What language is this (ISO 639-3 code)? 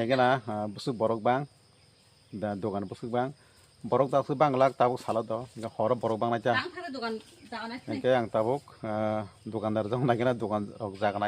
trp